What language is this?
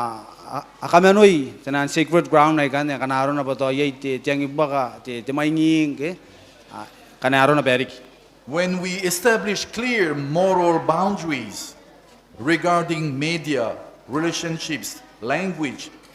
Gilbertese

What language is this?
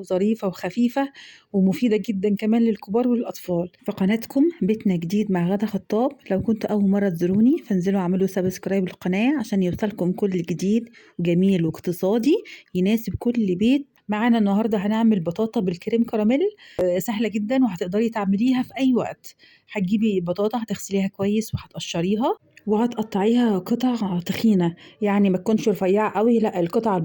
Egyptian Arabic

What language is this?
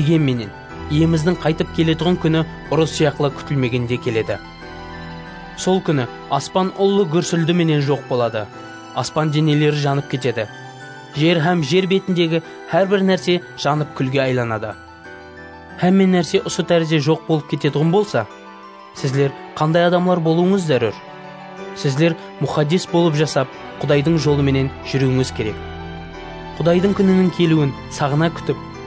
Kara-Kalpak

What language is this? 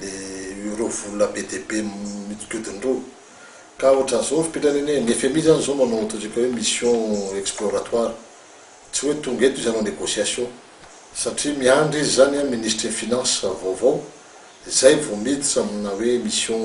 Malagasy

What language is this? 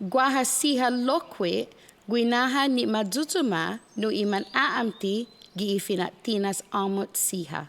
Chamorro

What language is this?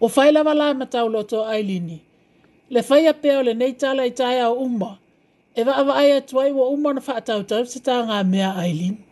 Samoan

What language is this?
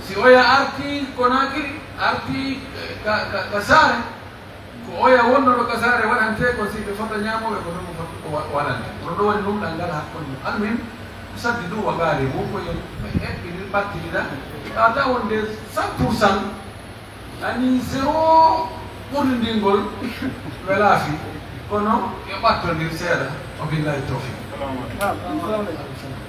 Pular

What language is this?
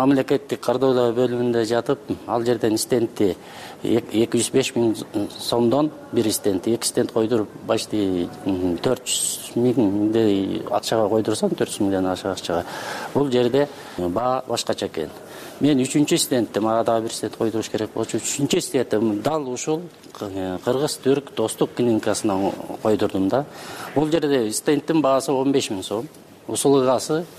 Kyrgyz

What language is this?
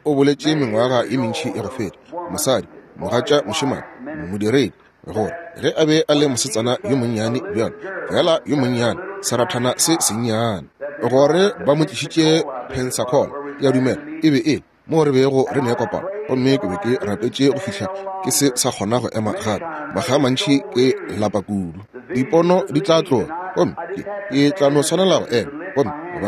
Northern Sotho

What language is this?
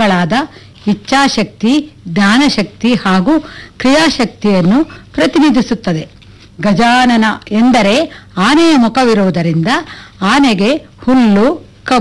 Kannada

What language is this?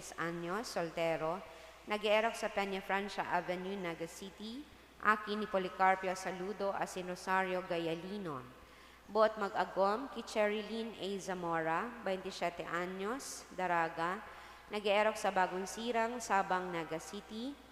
Bikol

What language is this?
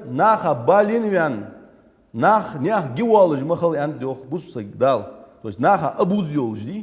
Ingush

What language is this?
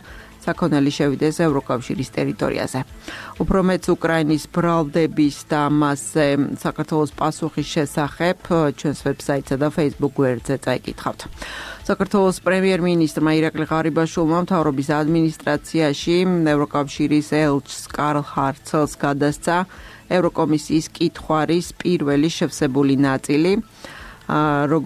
Georgian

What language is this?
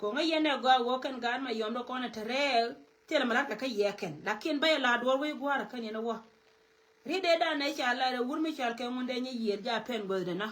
Nuer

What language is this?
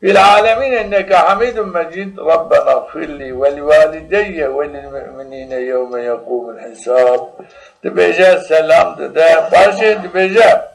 Zaza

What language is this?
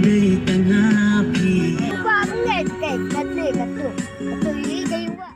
Khasi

